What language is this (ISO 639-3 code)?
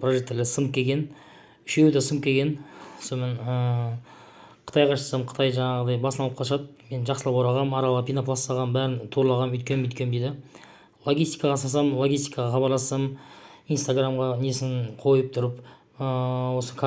kaz